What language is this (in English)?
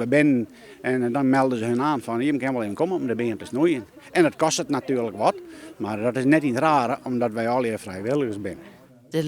Western Frisian